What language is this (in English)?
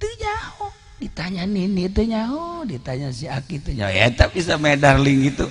Sundanese